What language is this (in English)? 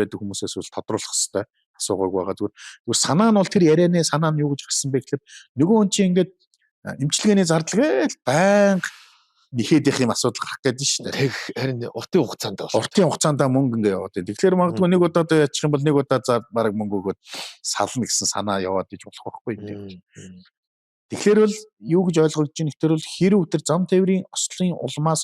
Mongolian